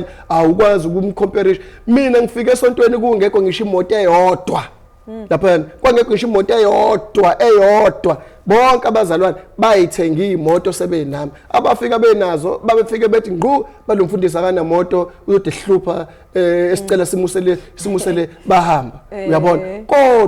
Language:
Zulu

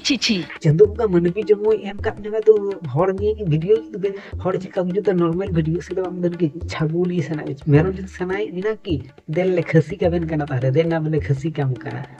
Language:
Santali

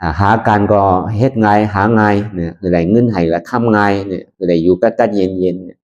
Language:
Shan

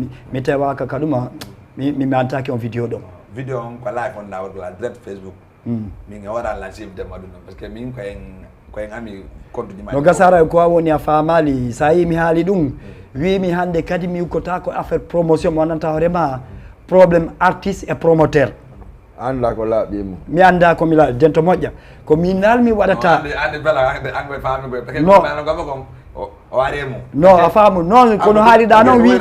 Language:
Fula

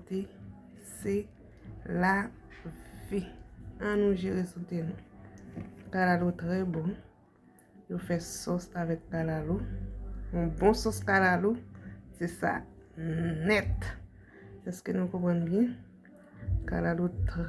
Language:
Haitian Creole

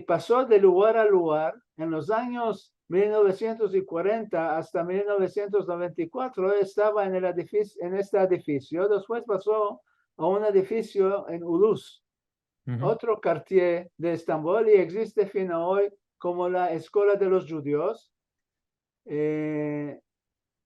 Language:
Ladino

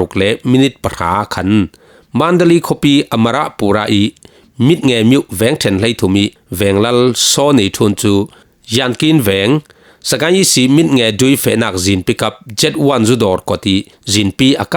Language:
Falam Chin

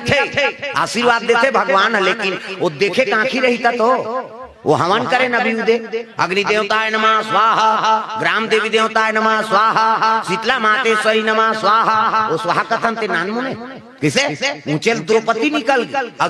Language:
Chhattisgarhi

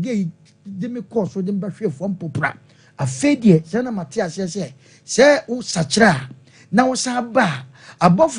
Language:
Akan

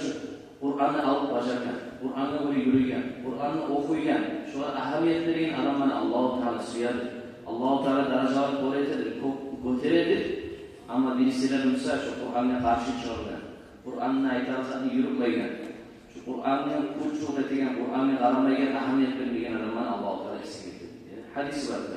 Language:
Kumyk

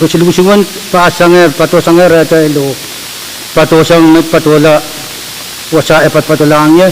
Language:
Pohnpeian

